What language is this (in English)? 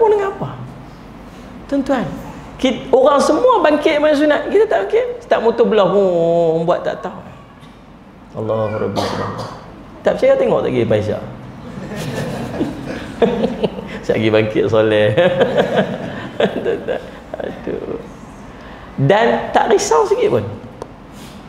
Malay